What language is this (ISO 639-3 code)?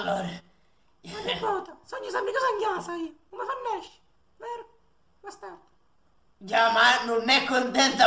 scn